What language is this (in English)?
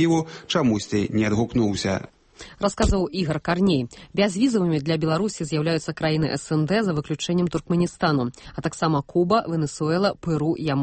Belarusian